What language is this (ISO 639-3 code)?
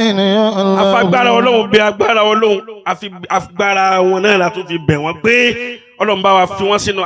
yor